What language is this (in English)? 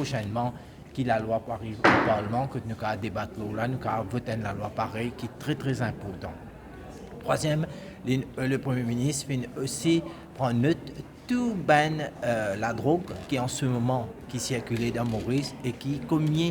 Morisyen